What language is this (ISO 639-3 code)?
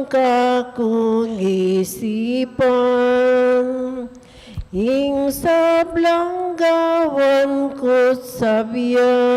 pam